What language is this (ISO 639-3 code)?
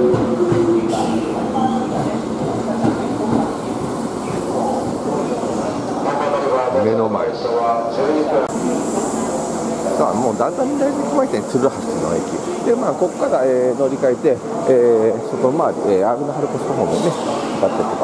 jpn